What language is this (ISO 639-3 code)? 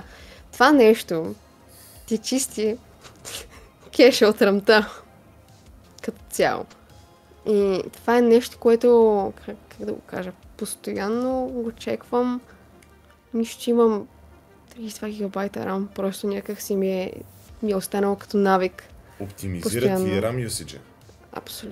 bul